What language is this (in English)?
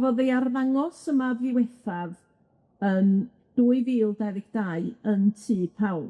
Welsh